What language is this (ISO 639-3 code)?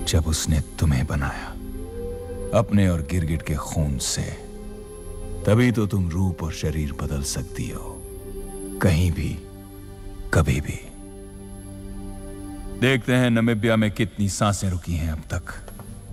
hin